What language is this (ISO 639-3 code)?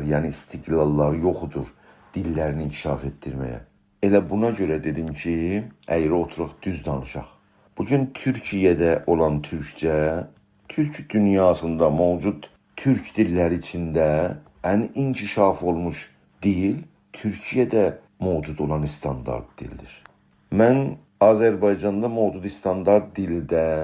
azb